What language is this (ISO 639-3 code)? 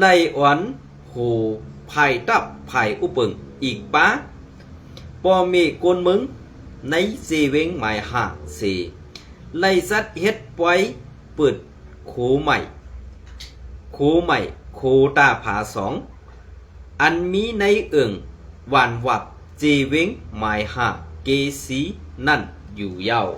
shn